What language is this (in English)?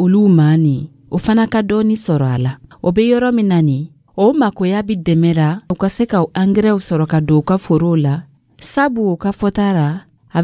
Dyula